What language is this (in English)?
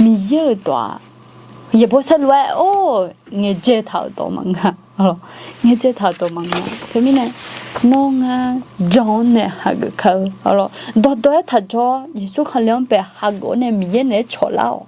Akha